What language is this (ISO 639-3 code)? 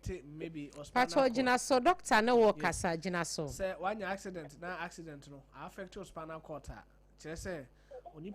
aka